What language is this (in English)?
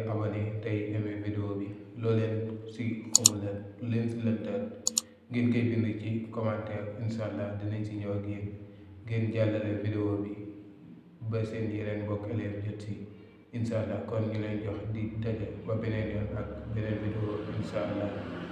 Wolof